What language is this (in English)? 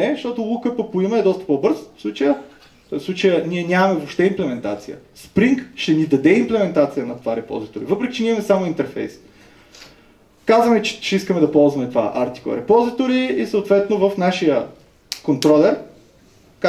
Bulgarian